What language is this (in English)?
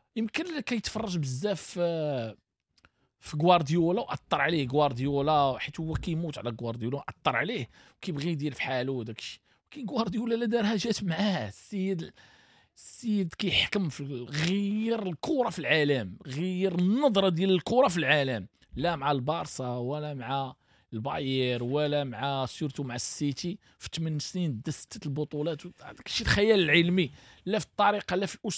Moroccan Arabic